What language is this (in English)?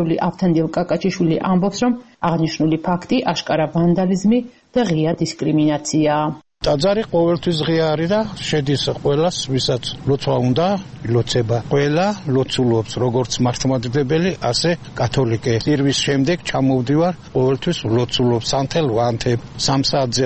Georgian